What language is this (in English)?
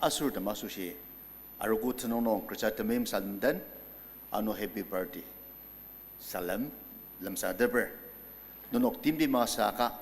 Ao Naga